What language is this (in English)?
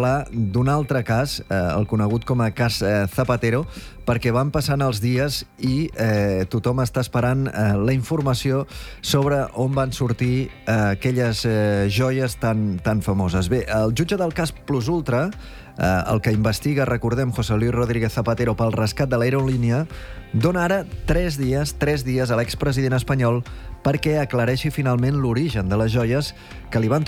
Catalan